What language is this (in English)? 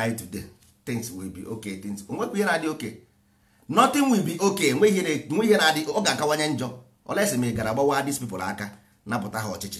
Igbo